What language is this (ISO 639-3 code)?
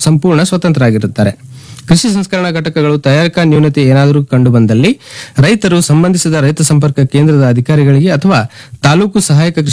kan